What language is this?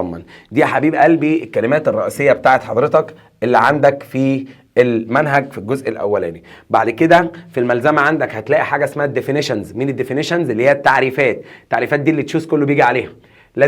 Egyptian Arabic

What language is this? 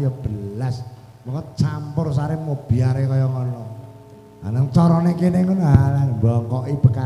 Javanese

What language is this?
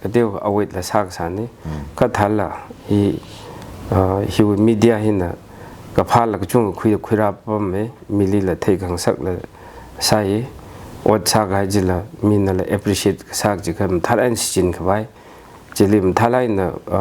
Tangkhul Naga (India)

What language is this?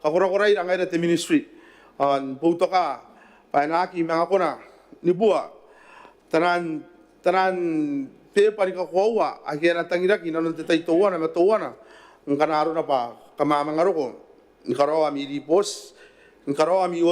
Gilbertese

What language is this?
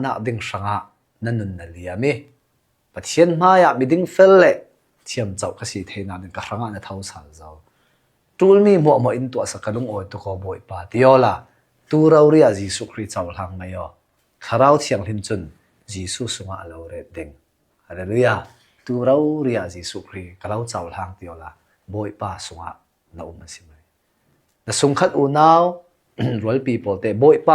Hakha Chin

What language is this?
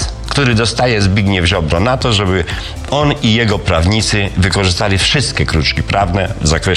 Polish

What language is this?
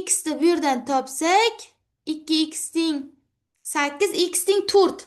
Uzbek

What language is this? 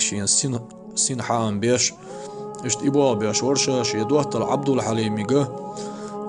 Chechen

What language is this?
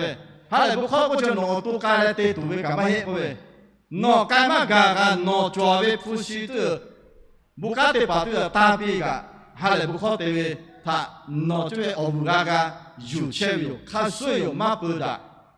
Lahu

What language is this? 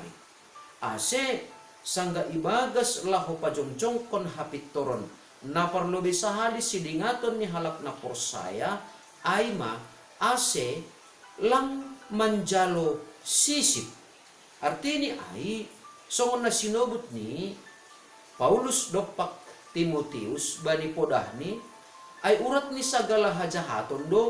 Batak Simalungun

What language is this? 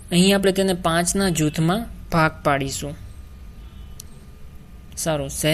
Gujarati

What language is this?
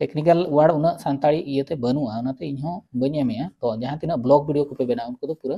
Santali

